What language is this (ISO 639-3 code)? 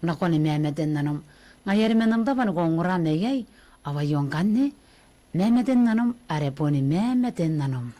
gil